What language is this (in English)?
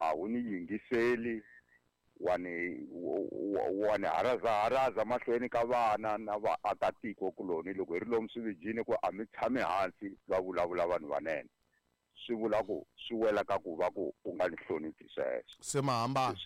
Tsonga